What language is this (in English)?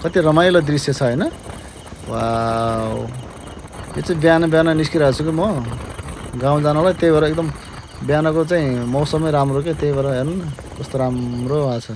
Nepali